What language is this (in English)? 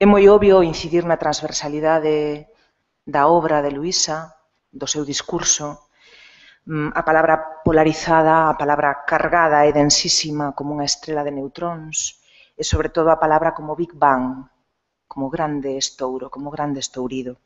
Galician